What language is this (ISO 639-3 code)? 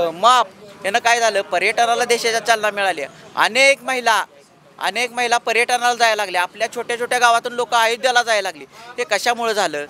mar